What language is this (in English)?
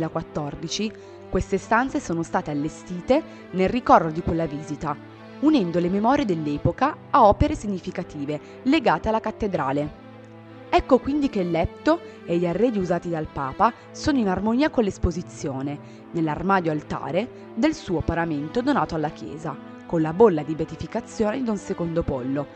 Italian